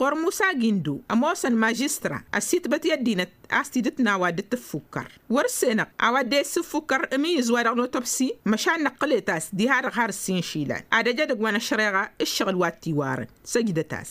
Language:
Tamasheq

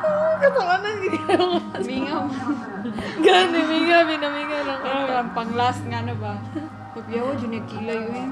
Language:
Cebuano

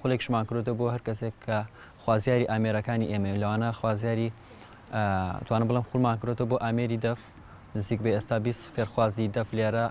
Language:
Central Kurdish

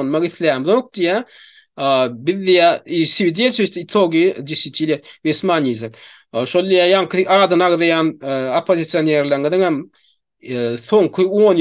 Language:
Turkmen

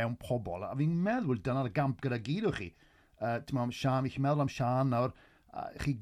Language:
Welsh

